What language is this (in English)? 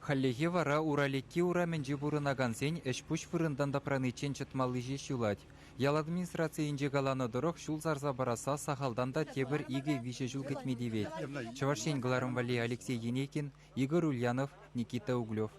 Chuvash